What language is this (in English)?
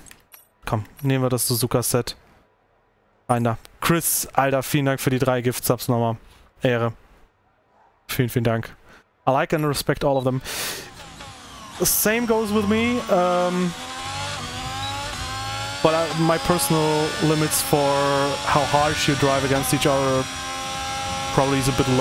German